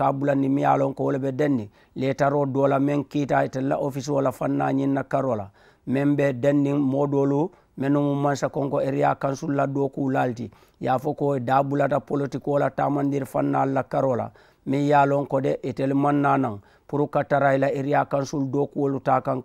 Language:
Mandingo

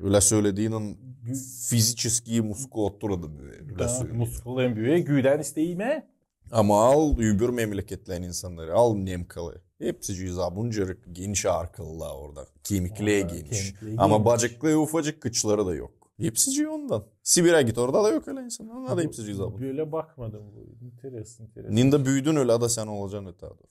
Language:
Gagauz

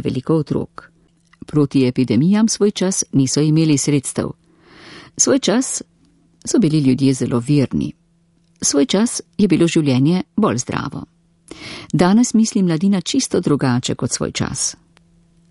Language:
Slovenian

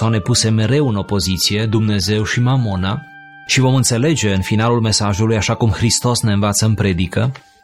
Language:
Romanian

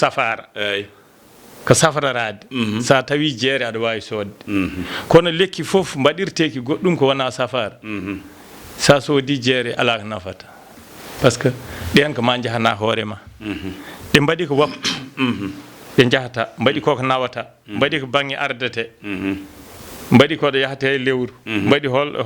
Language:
Fula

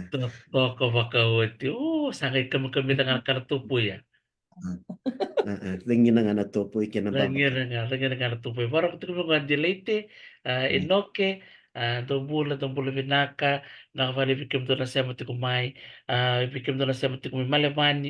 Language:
Fijian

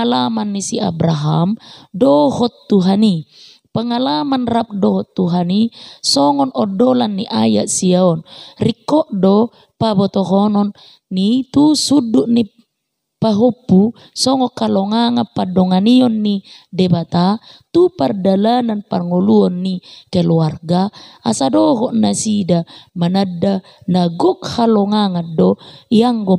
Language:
Batak Toba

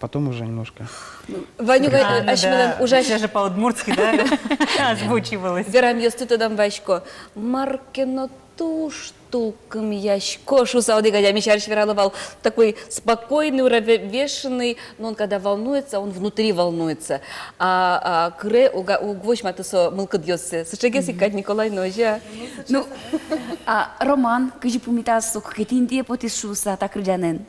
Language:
Udmurt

